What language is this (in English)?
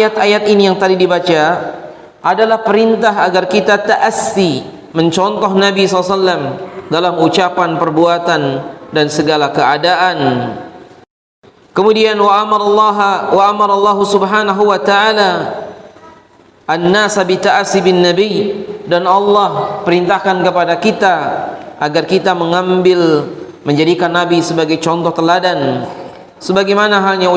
Indonesian